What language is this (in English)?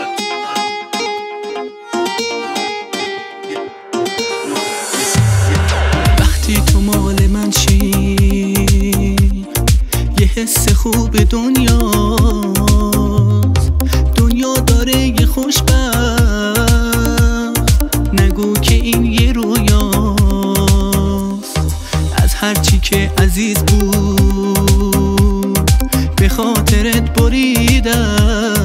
Persian